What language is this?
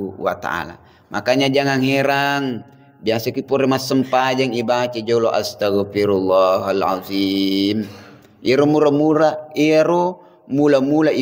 Buginese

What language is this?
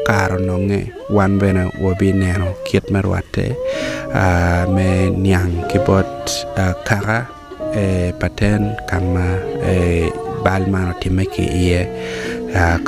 Acoli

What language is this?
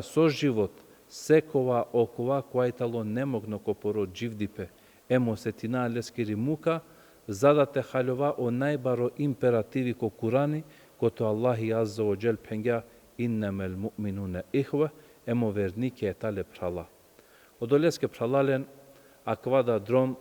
Balkan Romani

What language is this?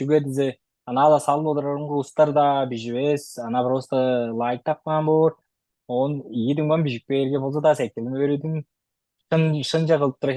Tuvinian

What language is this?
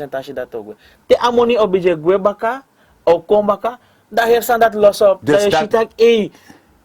Sranan Tongo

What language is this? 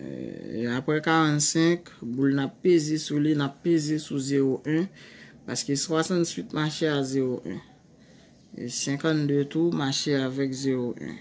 Haitian Creole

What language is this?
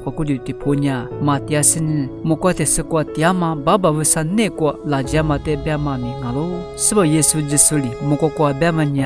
Lisu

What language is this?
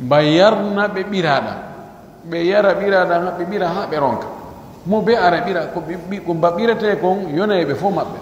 Pular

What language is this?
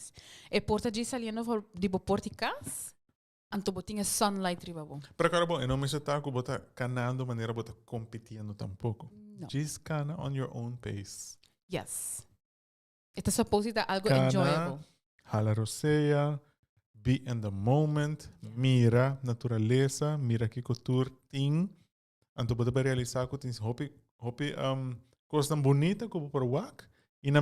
Papiamento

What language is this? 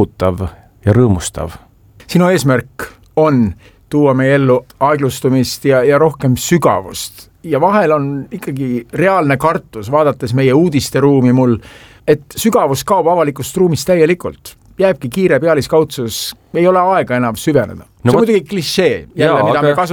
Estonian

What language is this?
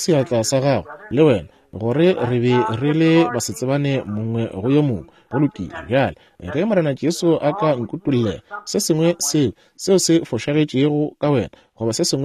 Northern Sotho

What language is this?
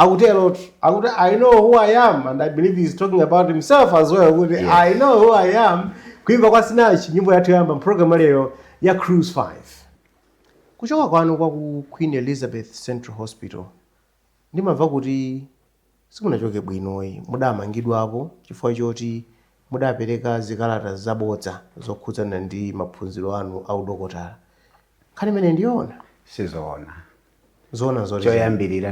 Nyanja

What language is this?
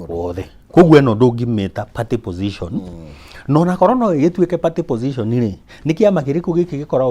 Kikuyu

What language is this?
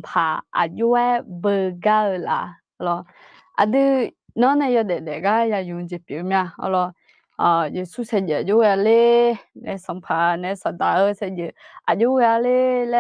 Akha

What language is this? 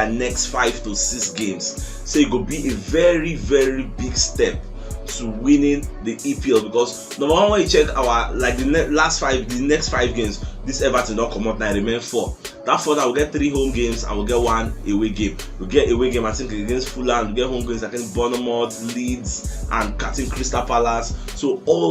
Nigerian Pidgin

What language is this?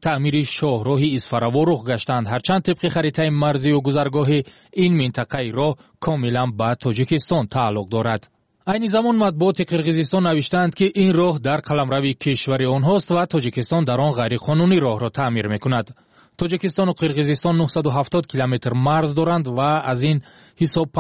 Tajik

